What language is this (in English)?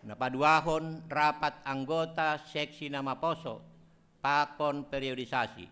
Batak Simalungun